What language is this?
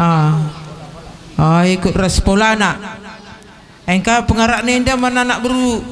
Batak Karo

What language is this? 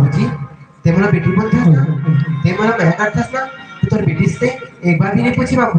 Chhattisgarhi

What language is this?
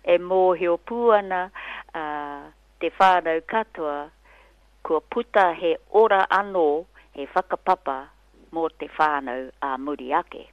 Māori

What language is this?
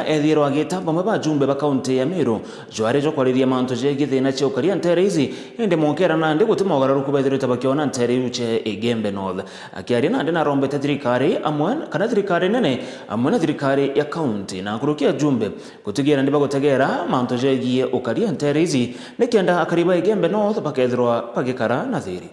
Meru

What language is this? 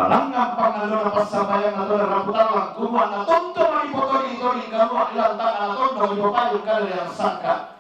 Toraja-Sa'dan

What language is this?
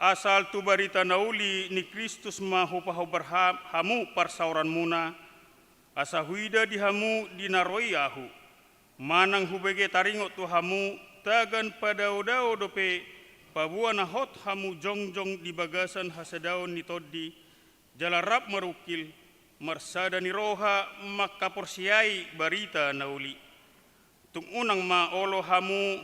Batak Toba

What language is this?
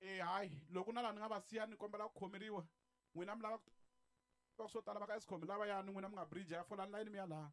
Tsonga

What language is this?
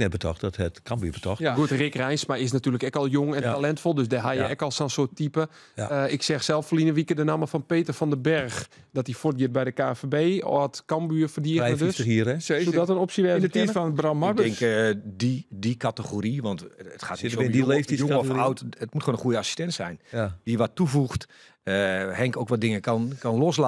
Western Frisian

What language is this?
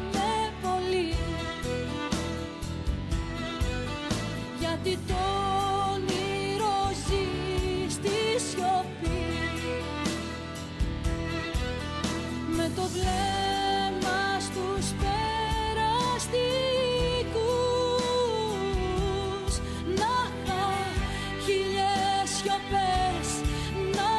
Greek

